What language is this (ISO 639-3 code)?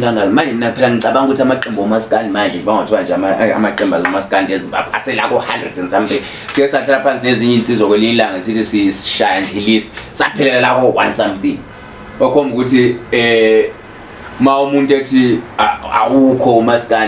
zul